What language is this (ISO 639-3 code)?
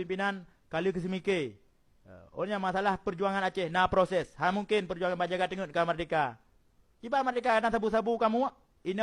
ace